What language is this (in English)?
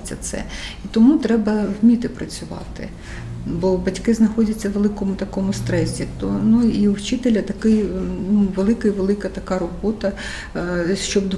Ukrainian